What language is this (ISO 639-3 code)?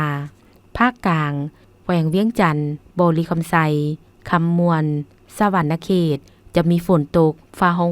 lao